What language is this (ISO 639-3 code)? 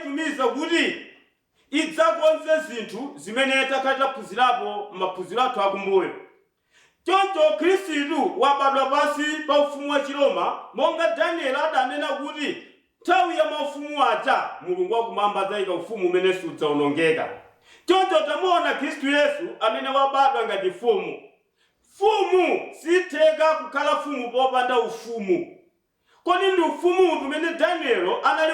nya